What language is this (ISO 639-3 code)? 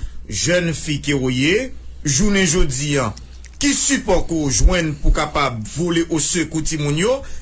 hat